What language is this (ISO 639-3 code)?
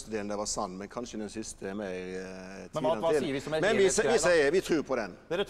nor